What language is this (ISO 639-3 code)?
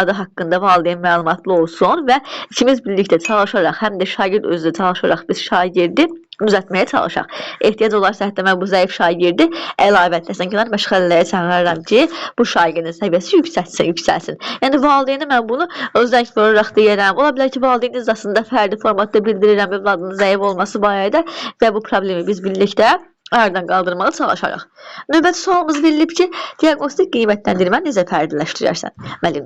aze